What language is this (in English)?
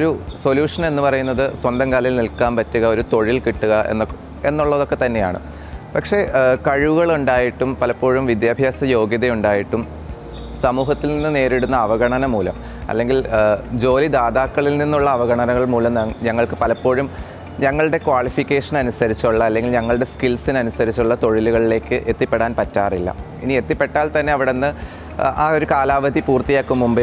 Malayalam